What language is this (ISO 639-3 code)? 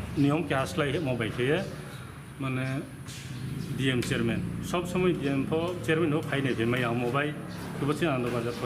ria